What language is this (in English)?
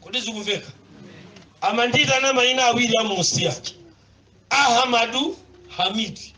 Nyanja